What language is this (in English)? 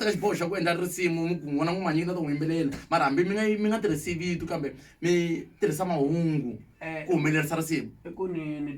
Tsonga